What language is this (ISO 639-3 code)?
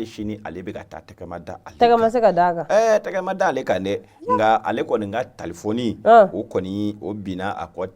bam